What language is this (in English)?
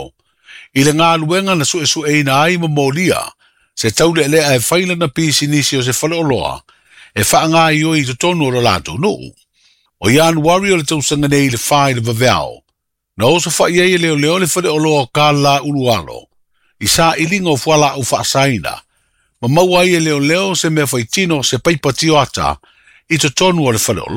Samoan